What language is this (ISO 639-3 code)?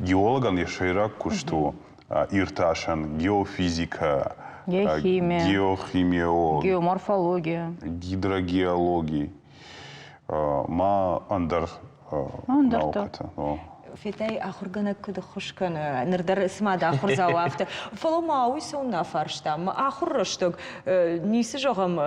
oss